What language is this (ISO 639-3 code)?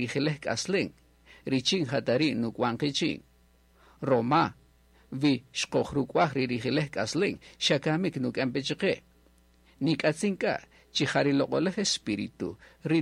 cak